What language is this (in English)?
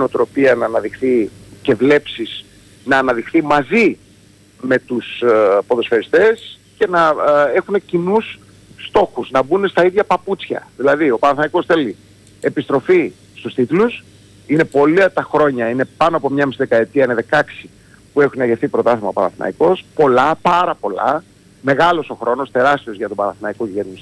Greek